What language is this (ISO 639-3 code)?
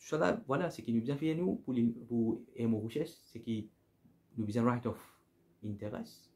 mfe